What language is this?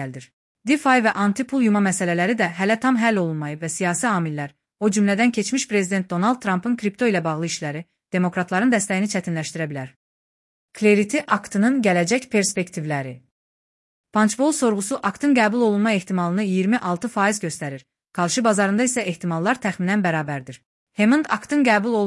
Azerbaijani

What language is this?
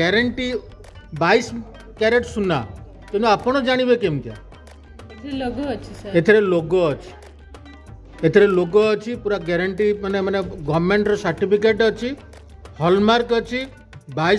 Odia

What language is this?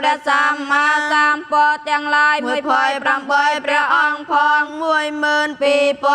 Khmer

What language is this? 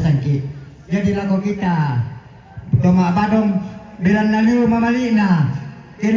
Toraja-Sa'dan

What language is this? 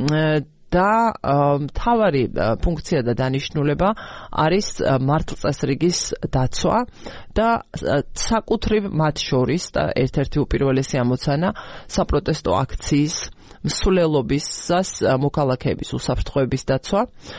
Georgian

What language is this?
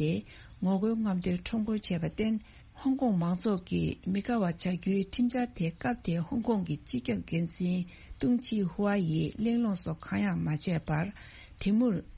Tibetan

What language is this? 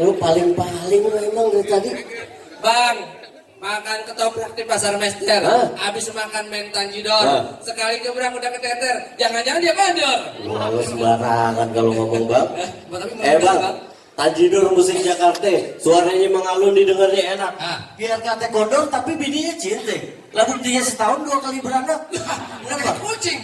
Betawi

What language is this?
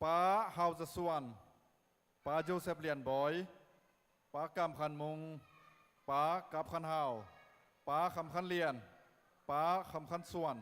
Tedim Chin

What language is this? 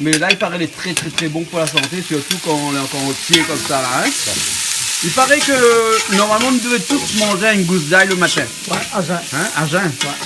Réunion Creole French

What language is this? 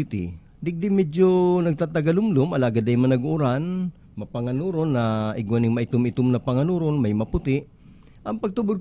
Bikol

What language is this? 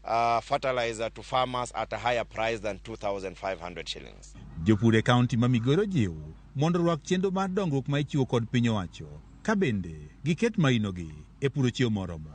Luo (Kenya and Tanzania)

